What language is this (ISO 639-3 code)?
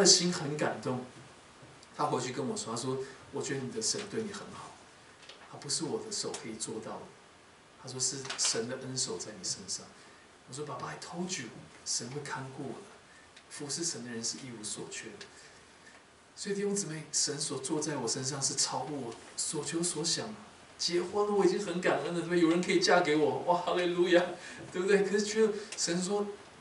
zho